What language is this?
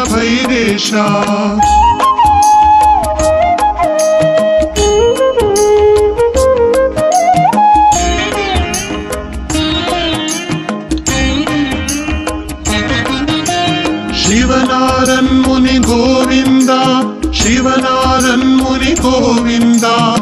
Kannada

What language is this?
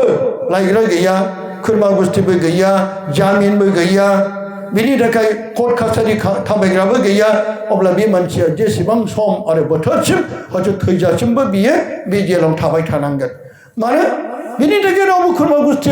Bodo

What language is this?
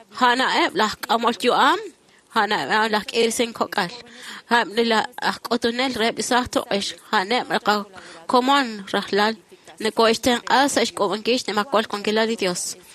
Kekchí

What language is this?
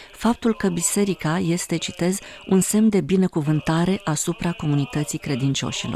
Romanian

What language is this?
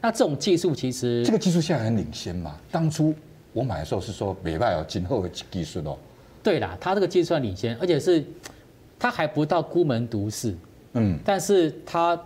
Chinese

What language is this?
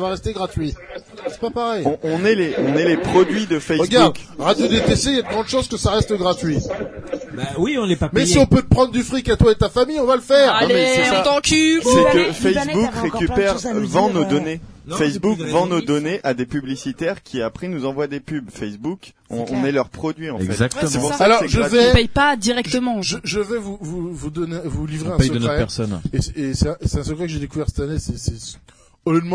French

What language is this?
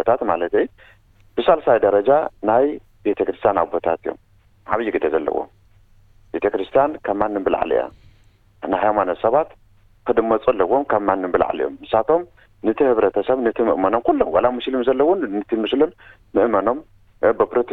Tigrinya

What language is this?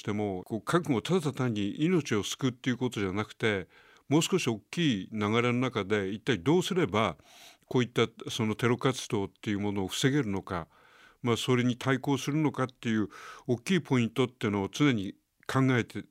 Japanese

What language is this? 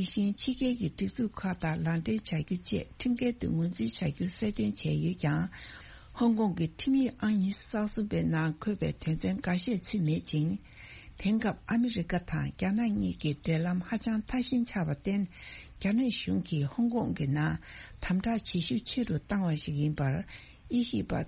Tibetan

